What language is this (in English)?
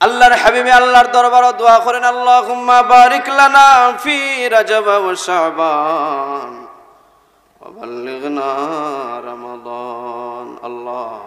Sylheti